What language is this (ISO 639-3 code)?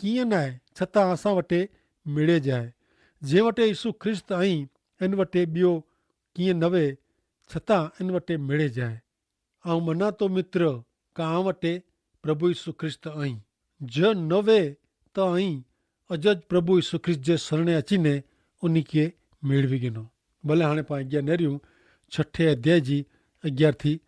kfr